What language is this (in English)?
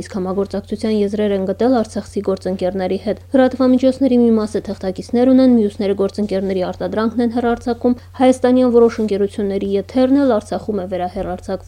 Armenian